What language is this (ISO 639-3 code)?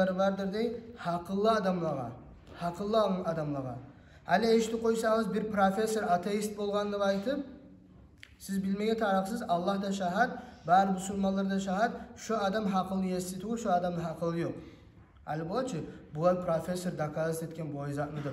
kum